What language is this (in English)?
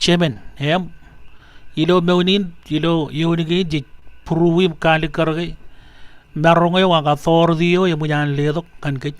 Marshallese